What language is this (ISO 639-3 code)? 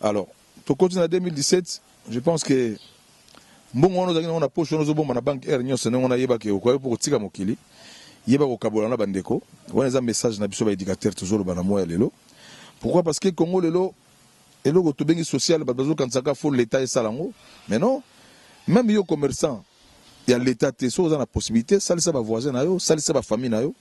lin